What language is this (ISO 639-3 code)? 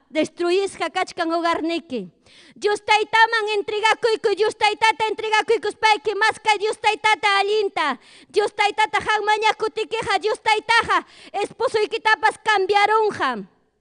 quy